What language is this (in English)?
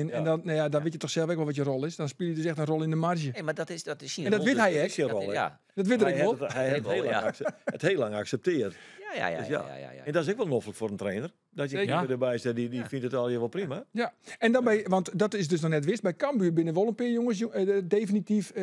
Western Frisian